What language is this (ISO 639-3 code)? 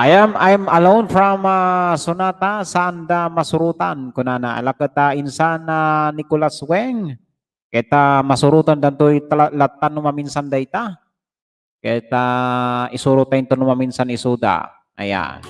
ilo